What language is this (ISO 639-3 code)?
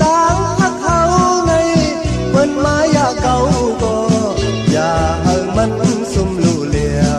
shn